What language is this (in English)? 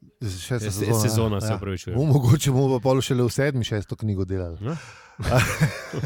Slovenian